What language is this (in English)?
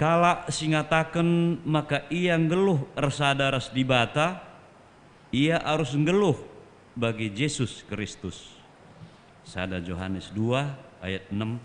Batak Karo